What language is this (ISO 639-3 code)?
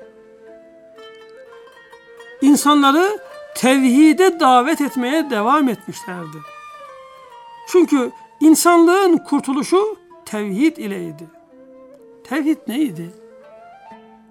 tur